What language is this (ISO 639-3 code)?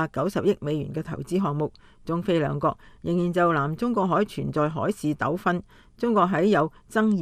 yue